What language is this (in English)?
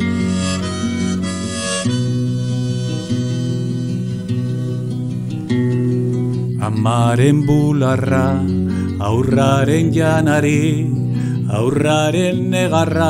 Basque